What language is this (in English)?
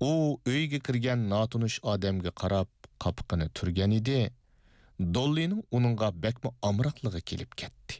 Uyghur